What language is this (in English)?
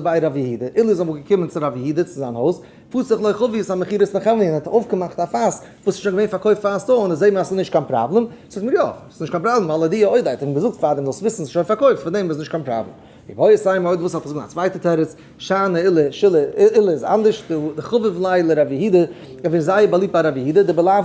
Yiddish